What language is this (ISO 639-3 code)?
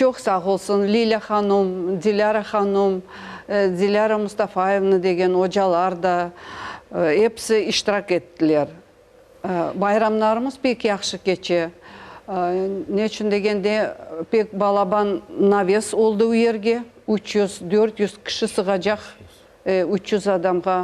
crh